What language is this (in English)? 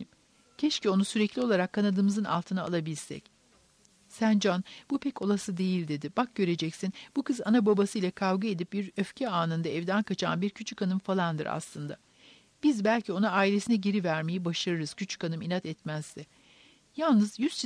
Turkish